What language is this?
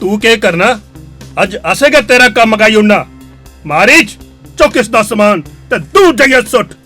Dogri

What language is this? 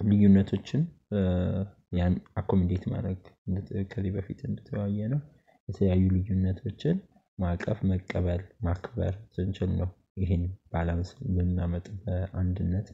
Amharic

